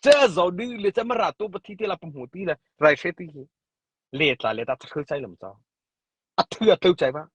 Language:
Mara Chin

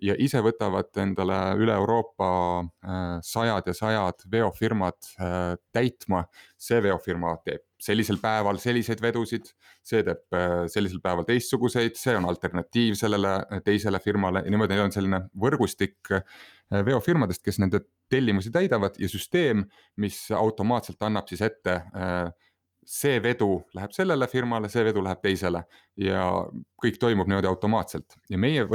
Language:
Estonian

